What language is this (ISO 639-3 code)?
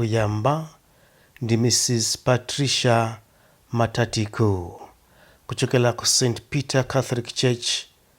nya